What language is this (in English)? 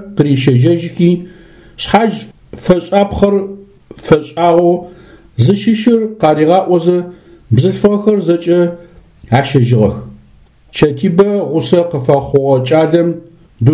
Adyghe